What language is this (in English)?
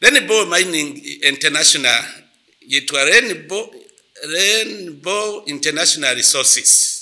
Rundi